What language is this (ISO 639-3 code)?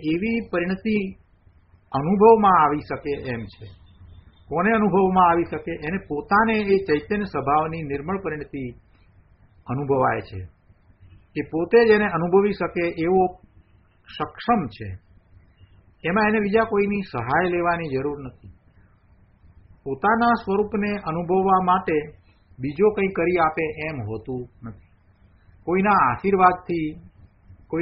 guj